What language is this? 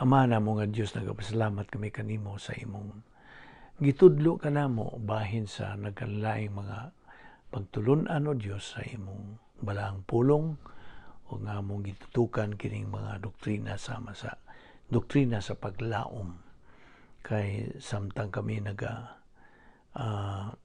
Cebuano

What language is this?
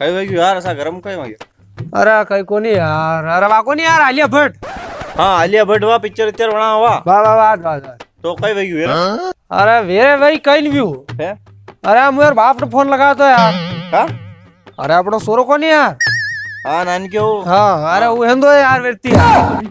Rajasthani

